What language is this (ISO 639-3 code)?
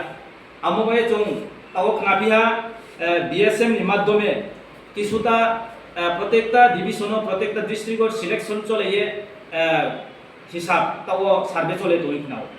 ria